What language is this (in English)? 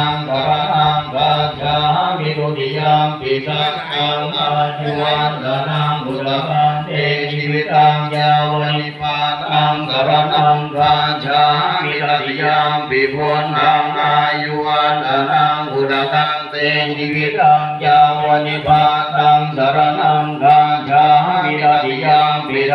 Pali